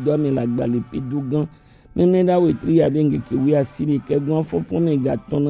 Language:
Gen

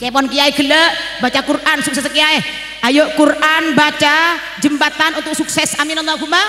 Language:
Madurese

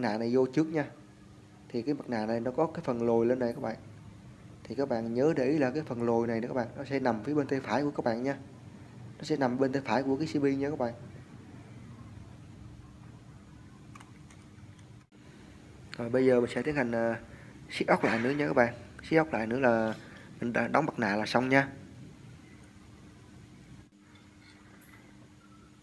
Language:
Vietnamese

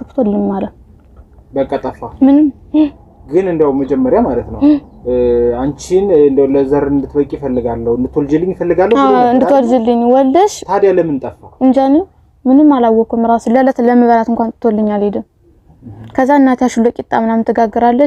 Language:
Amharic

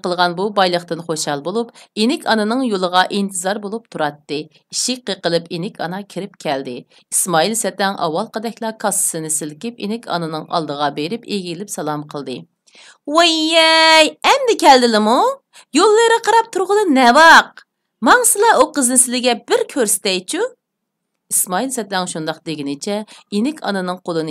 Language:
Uyghur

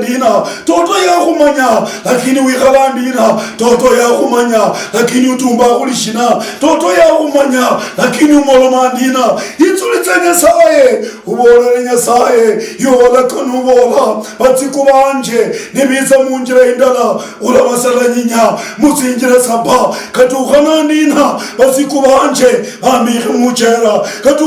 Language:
Luyia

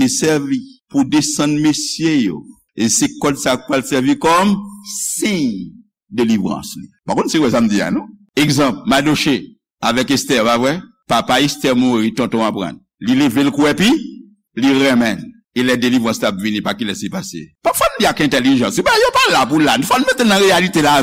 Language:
Haitian Creole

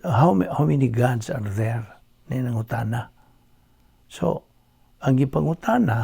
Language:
Cebuano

